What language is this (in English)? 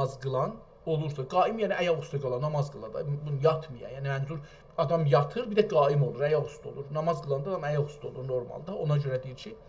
South Azerbaijani